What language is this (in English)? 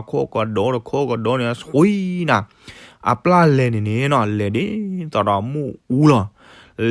S'gaw Karen